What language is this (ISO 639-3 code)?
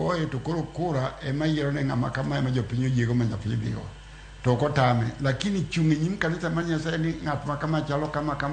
luo